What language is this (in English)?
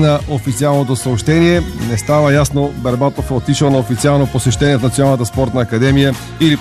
Bulgarian